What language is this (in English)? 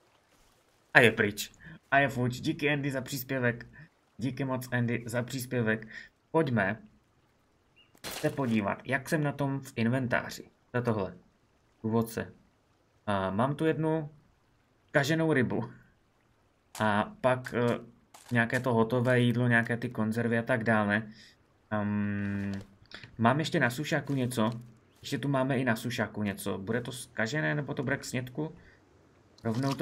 Czech